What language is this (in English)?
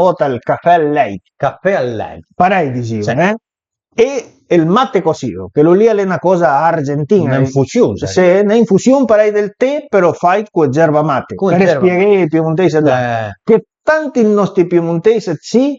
Piedmontese